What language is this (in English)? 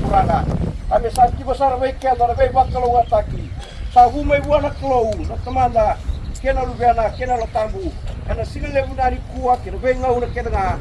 Fijian